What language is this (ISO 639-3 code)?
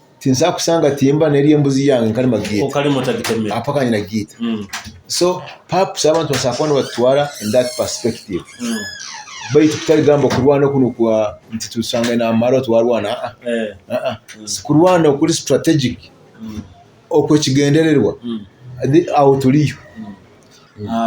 nyo